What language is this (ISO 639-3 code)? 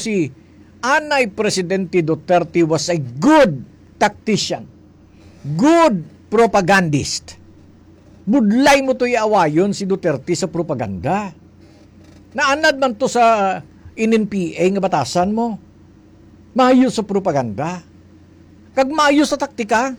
hil